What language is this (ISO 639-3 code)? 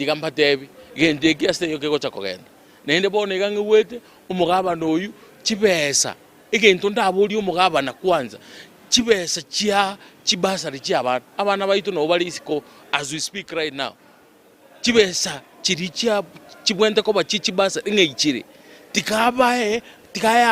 guz